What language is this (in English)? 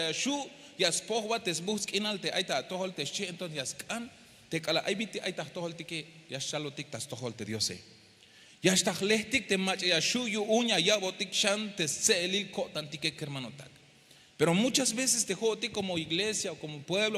Tzeltal